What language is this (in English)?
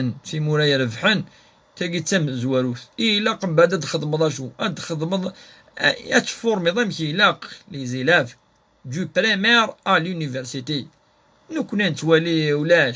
Kabyle